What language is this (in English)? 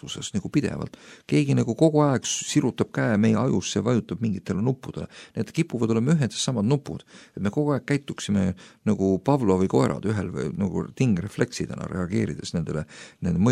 Estonian